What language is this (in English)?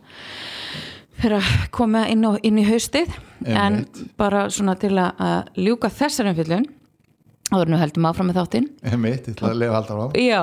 Icelandic